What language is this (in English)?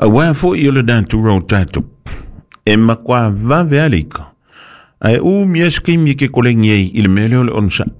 Samoan